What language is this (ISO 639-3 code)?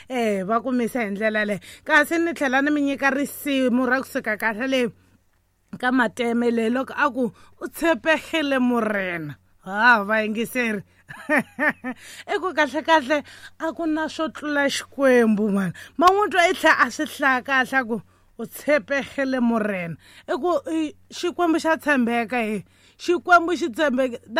tso